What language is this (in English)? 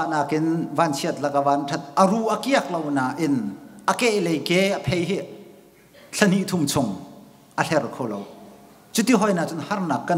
Hakha Chin